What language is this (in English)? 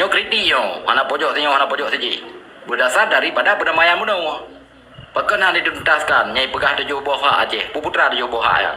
Achinese